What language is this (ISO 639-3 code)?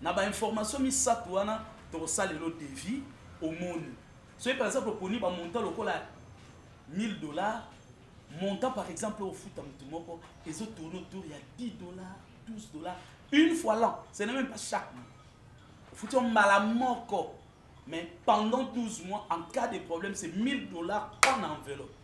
lin